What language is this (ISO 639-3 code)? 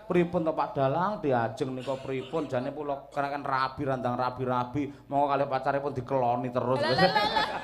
jav